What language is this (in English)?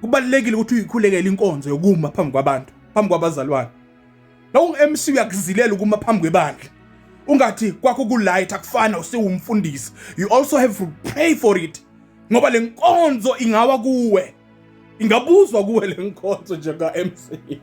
Zulu